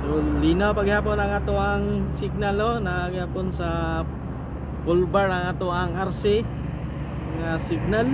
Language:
Cebuano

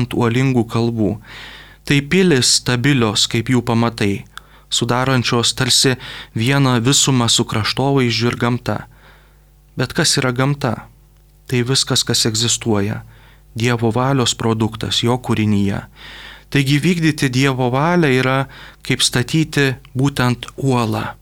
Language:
Lithuanian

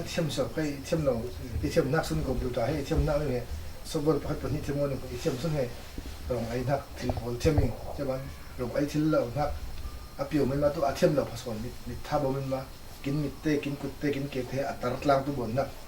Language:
Falam Chin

